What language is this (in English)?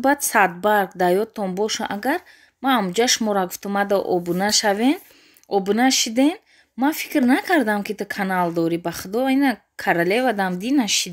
Tajik